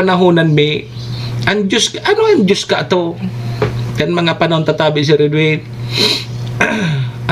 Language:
Bikol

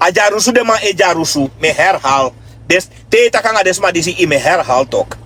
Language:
Sranan Tongo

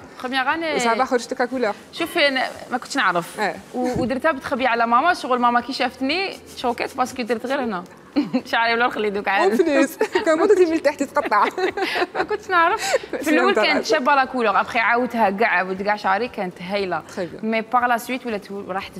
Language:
Algerian Arabic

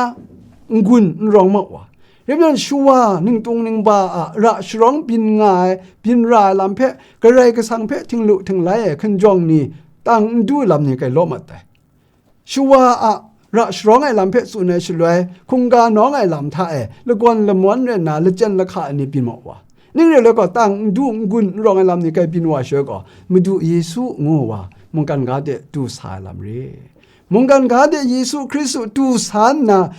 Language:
Kachin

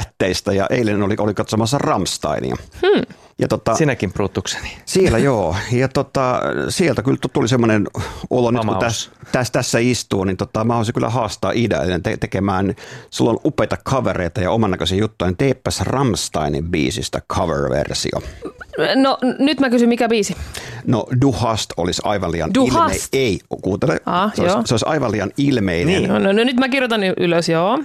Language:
Finnish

